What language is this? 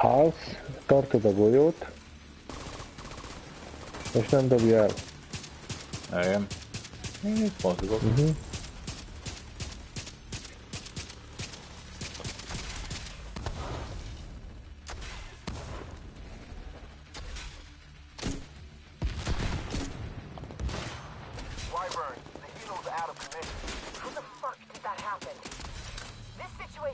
Hungarian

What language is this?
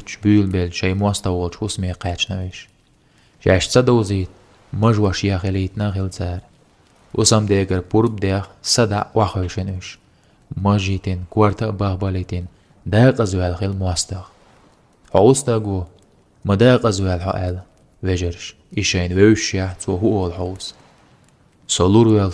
Chechen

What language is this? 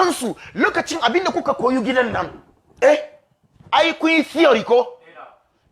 Hausa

